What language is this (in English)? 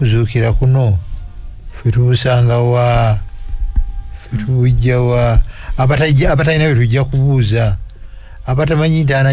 Ganda